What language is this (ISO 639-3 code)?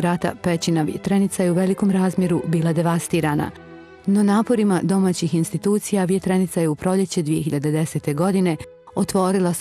bos